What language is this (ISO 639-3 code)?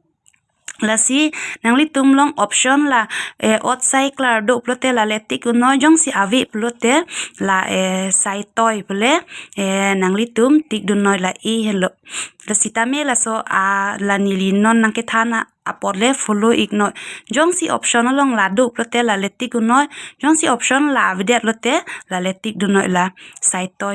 mjw